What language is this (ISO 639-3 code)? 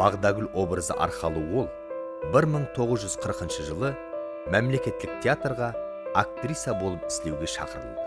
kaa